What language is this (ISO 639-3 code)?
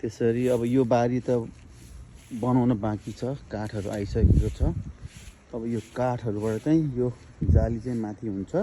nep